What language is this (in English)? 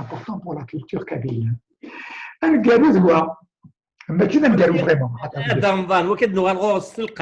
Kabyle